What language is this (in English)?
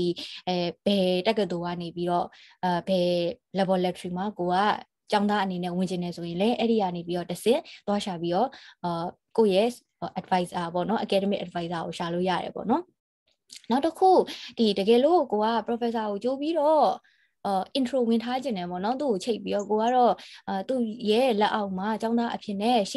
Burmese